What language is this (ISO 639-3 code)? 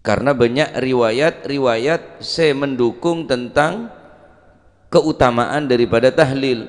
mad